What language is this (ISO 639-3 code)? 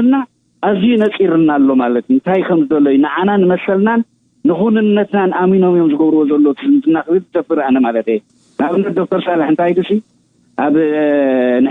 tir